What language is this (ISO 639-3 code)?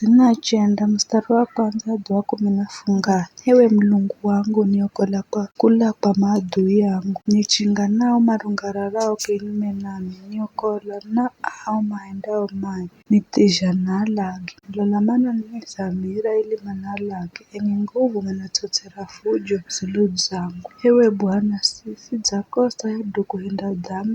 nyf